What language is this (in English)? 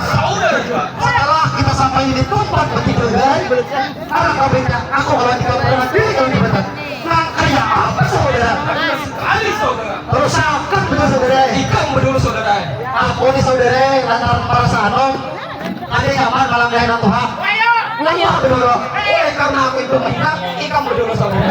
Banjar